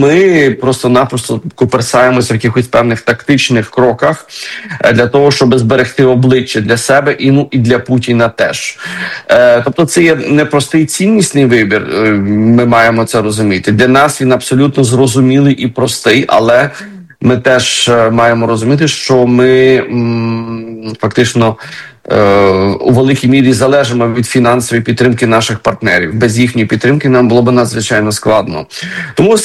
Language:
Ukrainian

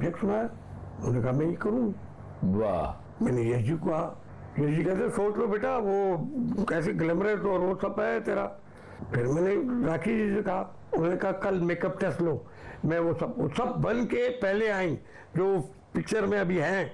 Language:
Hindi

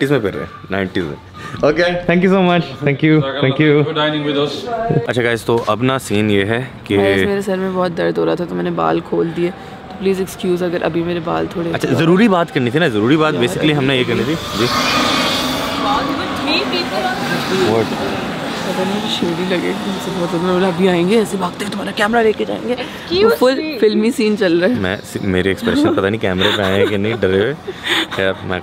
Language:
Hindi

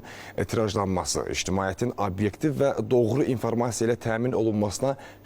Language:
Azerbaijani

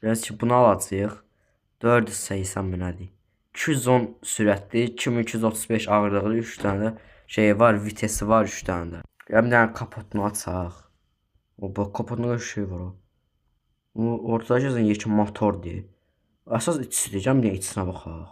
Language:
Azerbaijani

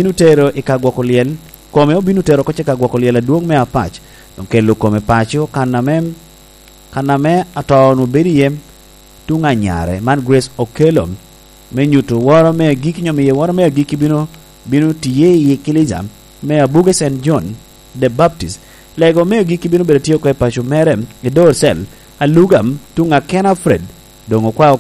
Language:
Lango (Uganda)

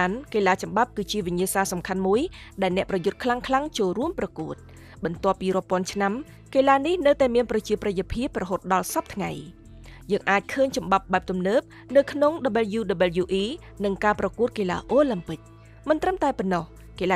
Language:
Khmer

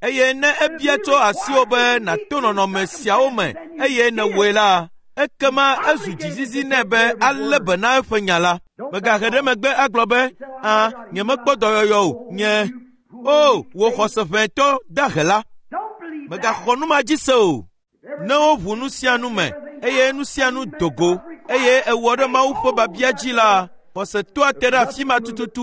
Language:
Ewe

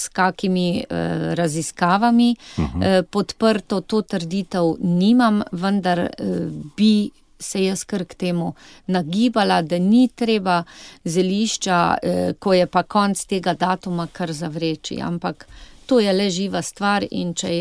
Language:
Slovenian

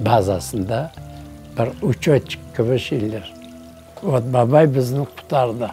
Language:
Crimean Tatar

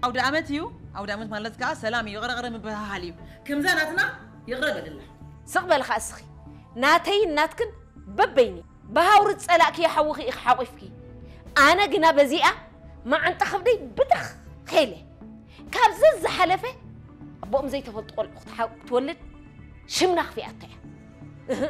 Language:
Tigrinya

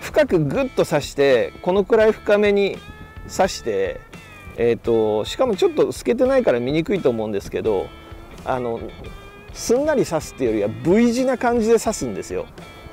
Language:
Japanese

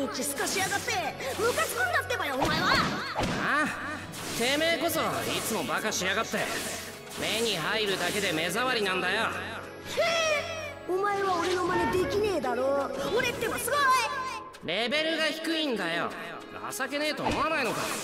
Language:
Japanese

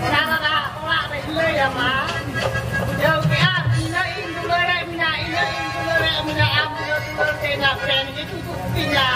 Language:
Santali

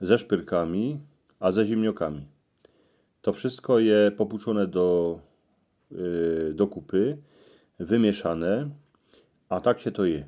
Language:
Silesian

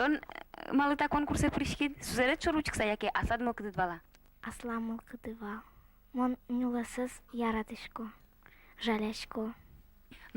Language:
Udmurt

